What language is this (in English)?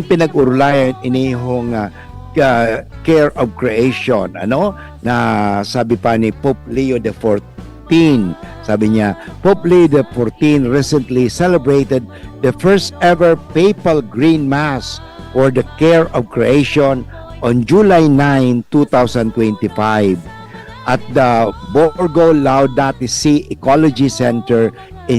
Bikol